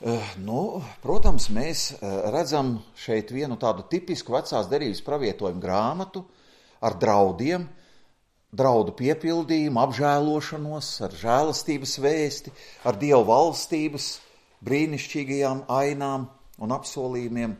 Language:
Latvian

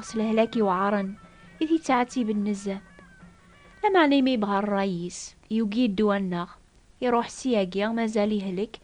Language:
Kabyle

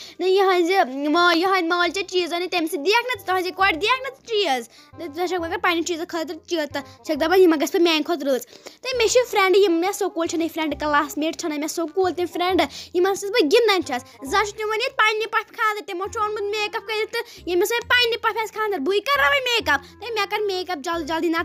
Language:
Kashmiri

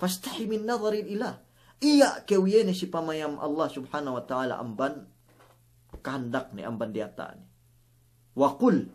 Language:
Yakan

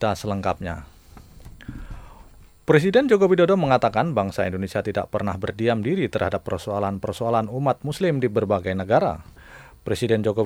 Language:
Indonesian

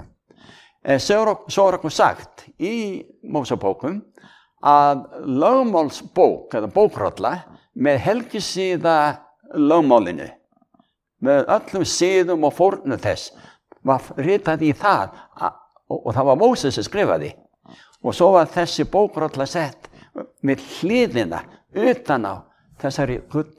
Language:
Icelandic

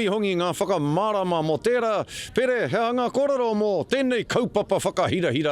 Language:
Māori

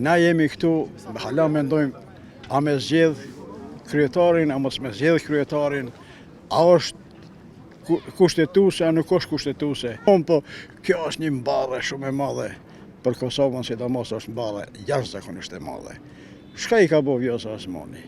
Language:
Albanian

